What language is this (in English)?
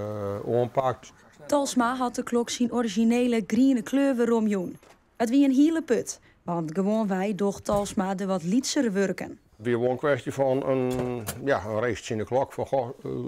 Western Frisian